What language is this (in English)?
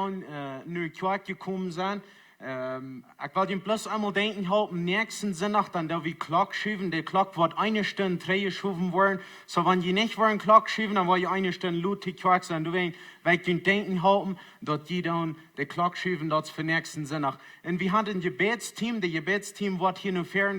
Plautdietsch